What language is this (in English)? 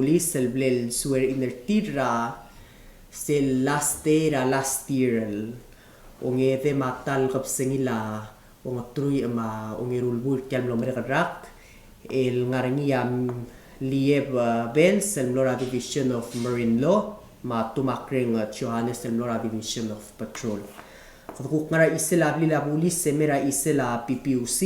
Palauan